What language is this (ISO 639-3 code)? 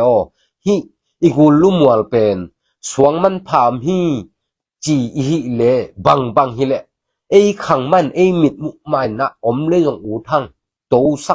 ctd